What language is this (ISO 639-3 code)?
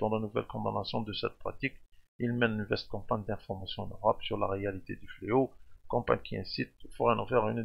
fra